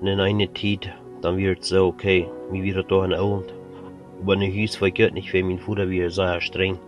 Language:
Plautdietsch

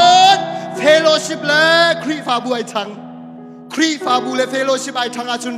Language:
Hakha Chin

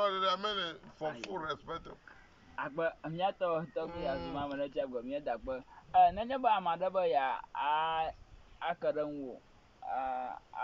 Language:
Ewe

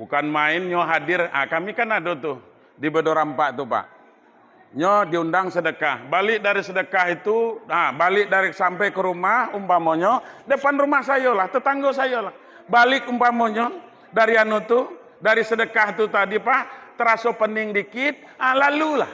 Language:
Minangkabau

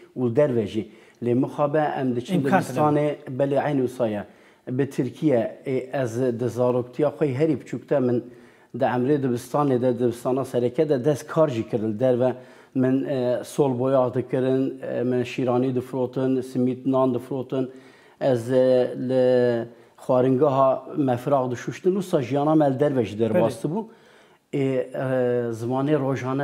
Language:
Kurdish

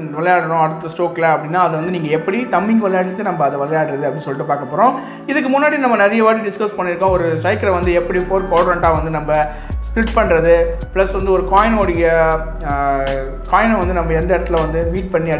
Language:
Tamil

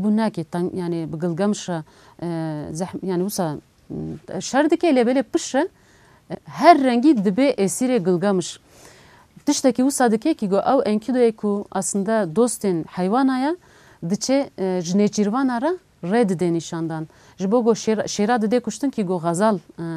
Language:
Kurdish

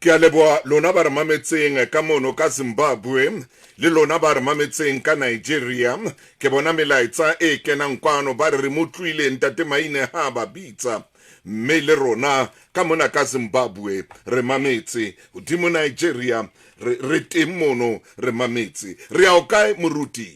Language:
Southern Sotho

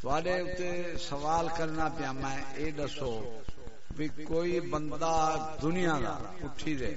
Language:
Saraiki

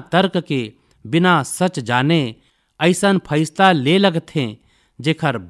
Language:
Chhattisgarhi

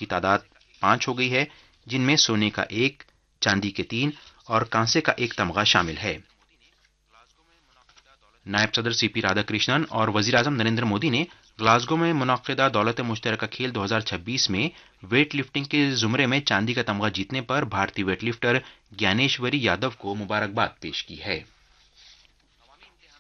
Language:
Urdu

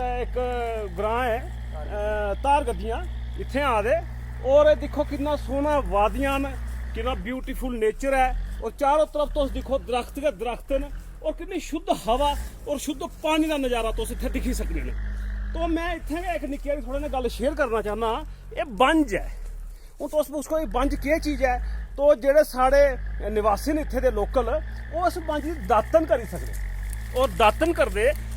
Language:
Dogri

